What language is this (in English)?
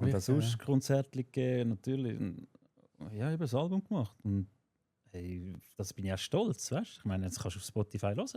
Swiss German